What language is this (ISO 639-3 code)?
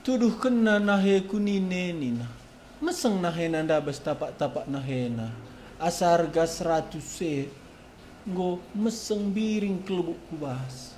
btx